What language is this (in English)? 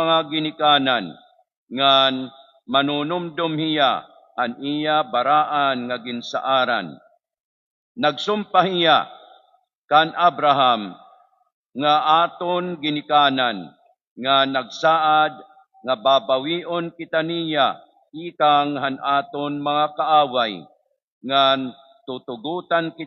Waray